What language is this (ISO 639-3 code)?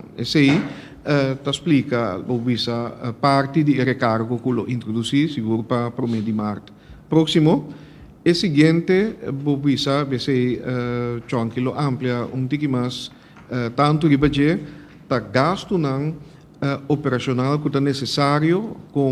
pap